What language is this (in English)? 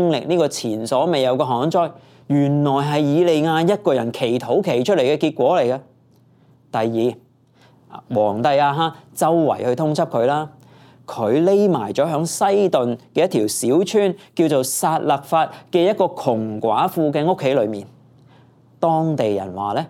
Cantonese